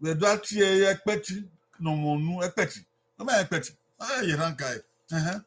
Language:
Bini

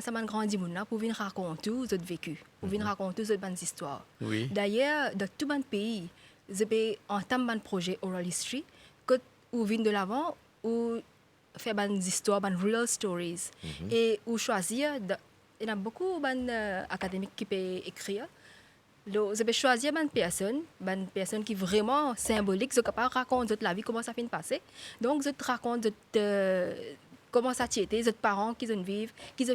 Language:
Morisyen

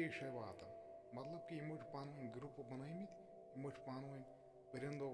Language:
Kashmiri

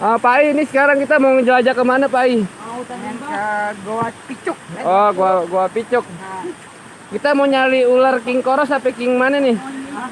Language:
Betawi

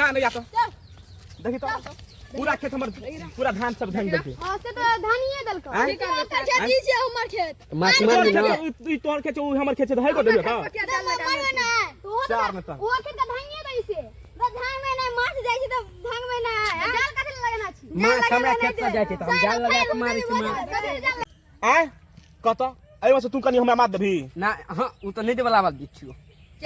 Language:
Maithili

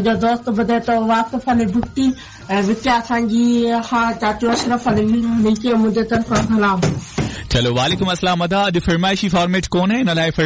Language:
Sindhi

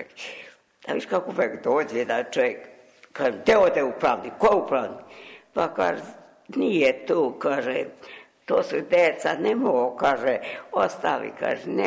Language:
Serbian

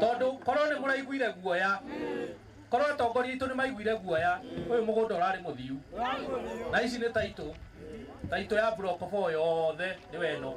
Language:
Meru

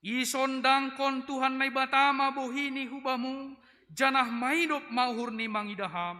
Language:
Batak Simalungun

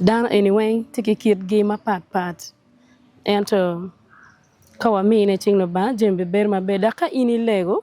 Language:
Acoli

